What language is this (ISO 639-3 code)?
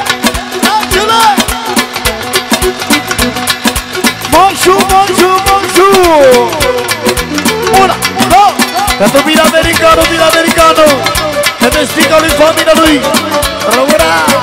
ron